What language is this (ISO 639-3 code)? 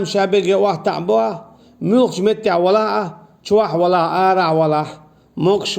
che